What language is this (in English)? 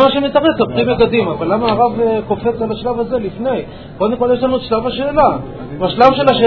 Hebrew